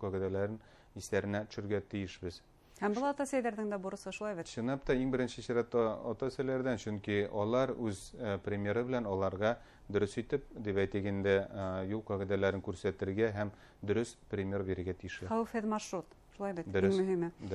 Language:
Bashkir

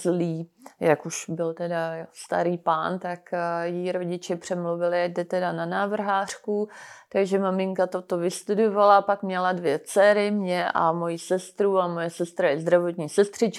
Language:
Czech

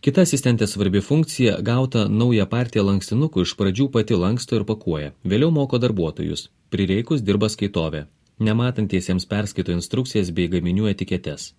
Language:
Lithuanian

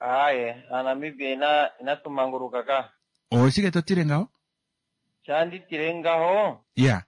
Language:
Kuanyama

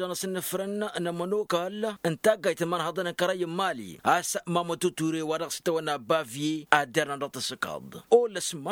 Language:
Tamasheq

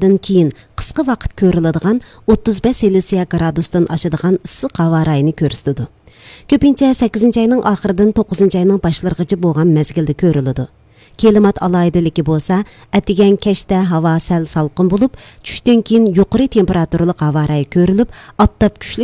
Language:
Uyghur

